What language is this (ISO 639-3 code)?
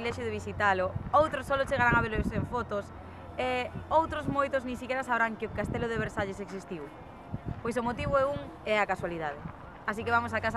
glg